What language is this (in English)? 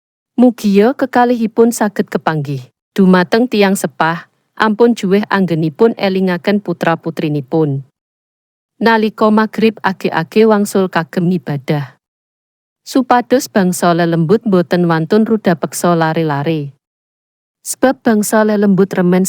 Javanese